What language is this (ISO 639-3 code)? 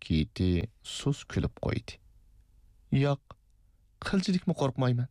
uig